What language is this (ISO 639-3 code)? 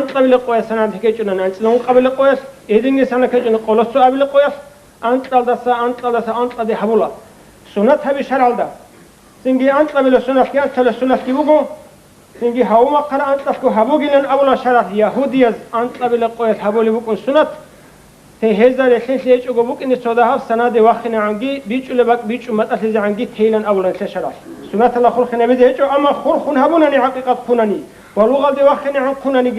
ava